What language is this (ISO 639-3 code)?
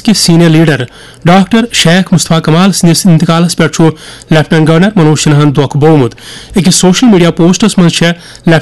kas